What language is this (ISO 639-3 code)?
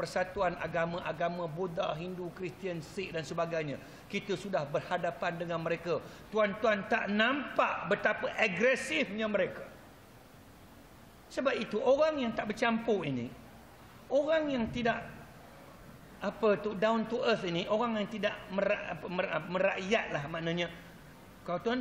msa